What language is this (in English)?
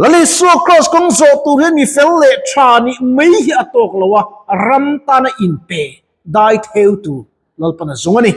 Mizo